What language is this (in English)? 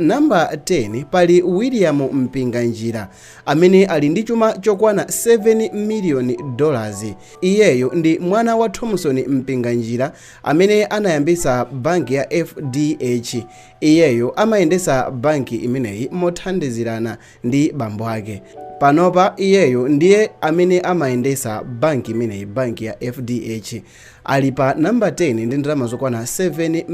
Nyanja